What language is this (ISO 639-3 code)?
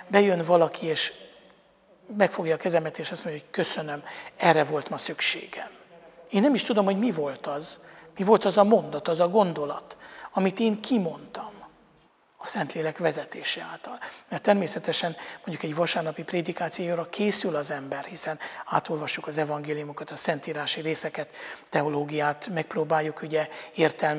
hun